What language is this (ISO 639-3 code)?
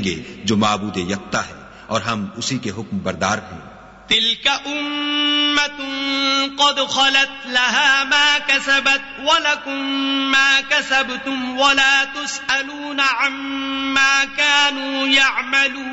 urd